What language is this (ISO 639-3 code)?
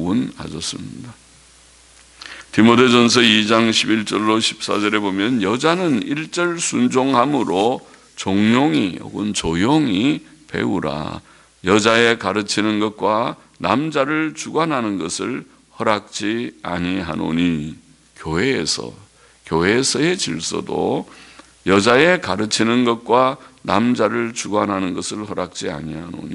kor